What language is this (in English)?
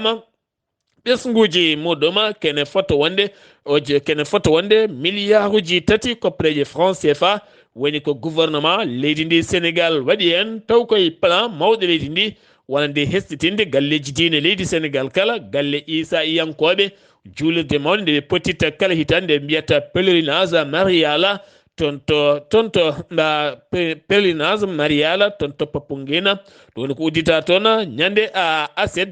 Fula